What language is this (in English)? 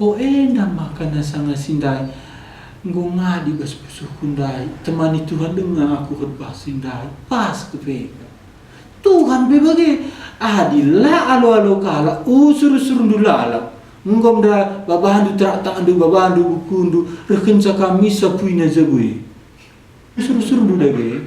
Batak Karo